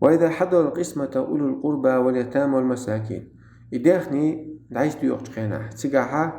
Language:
Chechen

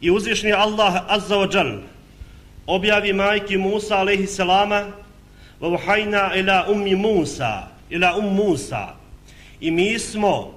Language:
Bosnian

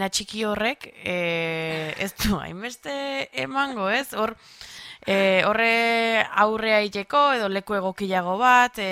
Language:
Basque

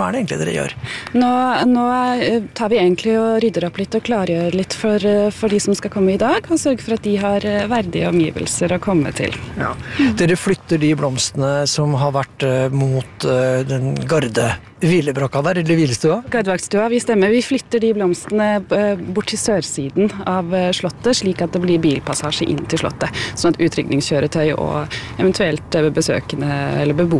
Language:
Norwegian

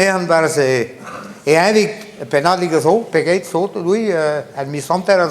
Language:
Breton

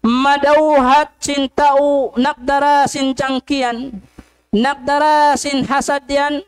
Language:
Tausug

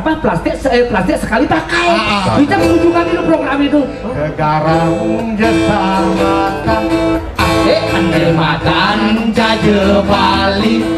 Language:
Balinese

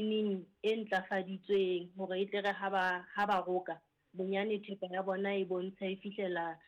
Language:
Southern Sotho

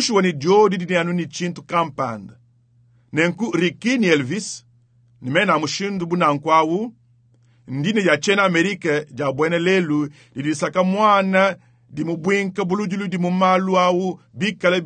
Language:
Luba-Lulua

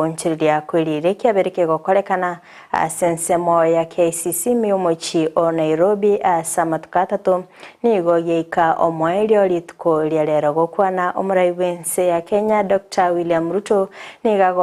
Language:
Gusii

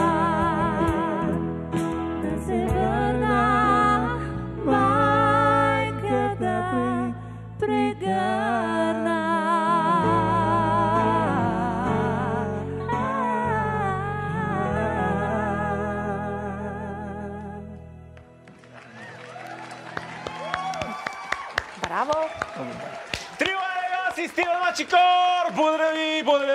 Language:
Bulgarian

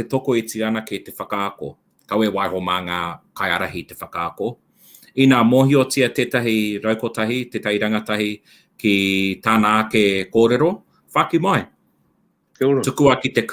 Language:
Māori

